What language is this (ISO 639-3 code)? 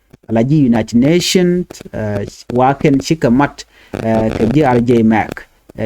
nus